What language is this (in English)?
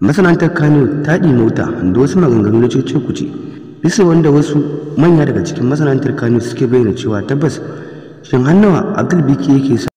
Hausa